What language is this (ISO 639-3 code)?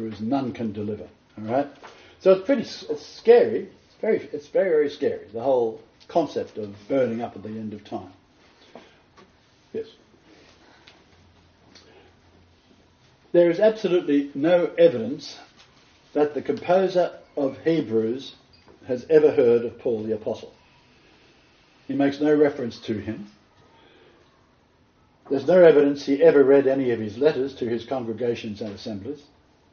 eng